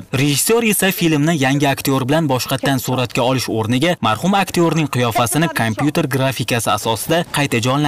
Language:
Uzbek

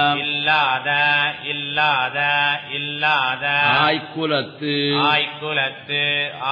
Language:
Tamil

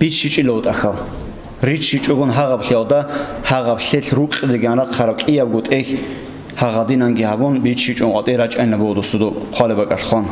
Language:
Avaric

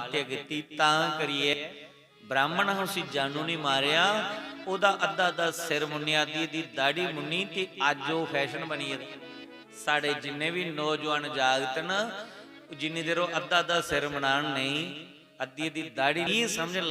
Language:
Dogri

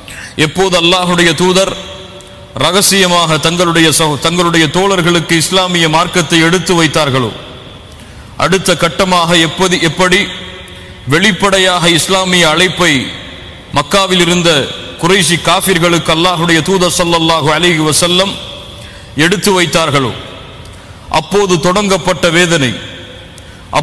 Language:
Tamil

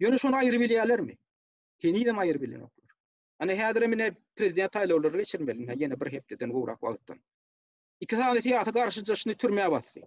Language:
Turkmen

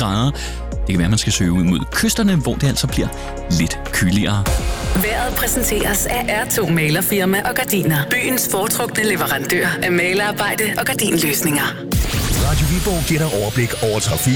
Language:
Danish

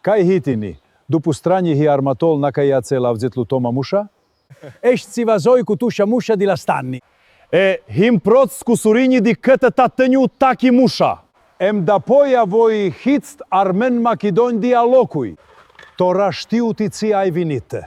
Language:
Aromanian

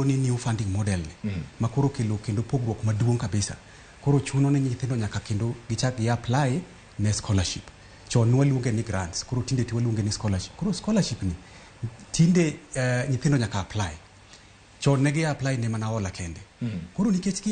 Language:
Luo (Kenya and Tanzania)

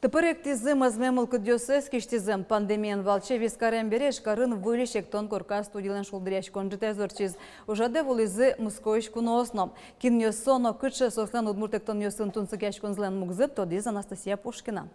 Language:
Udmurt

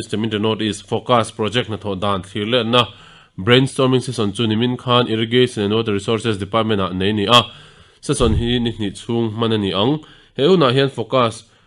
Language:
Mizo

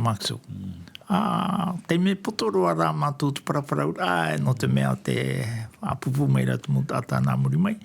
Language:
Tahitian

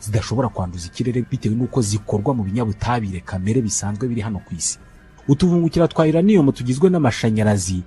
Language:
Kinyarwanda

